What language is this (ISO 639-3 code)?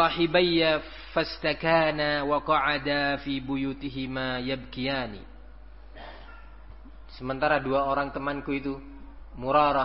ind